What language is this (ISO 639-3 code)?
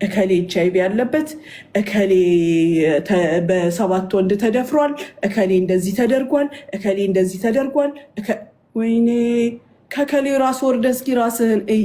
amh